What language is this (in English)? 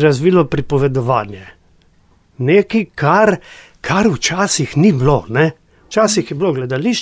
Slovenian